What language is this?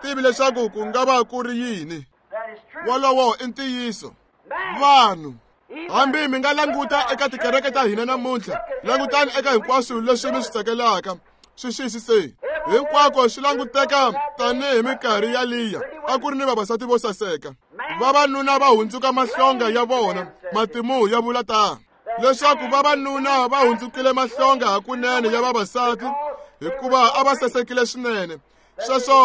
Tsonga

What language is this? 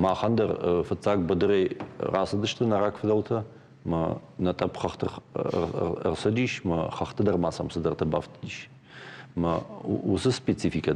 Ossetic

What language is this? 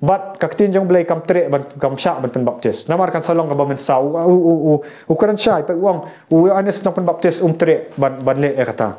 Khasi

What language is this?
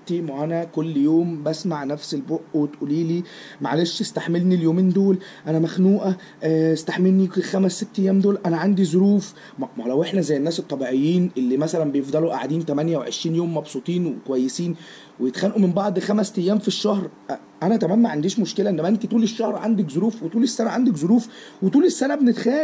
Egyptian Arabic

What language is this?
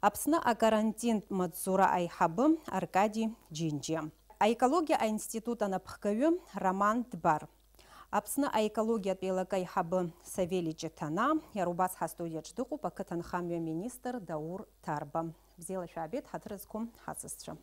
Abkhazian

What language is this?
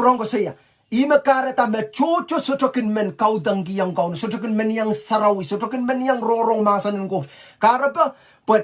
Pohnpeian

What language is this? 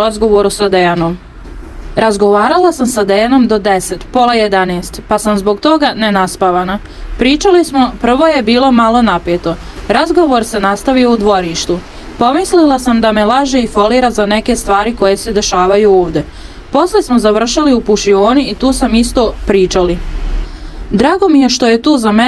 Serbian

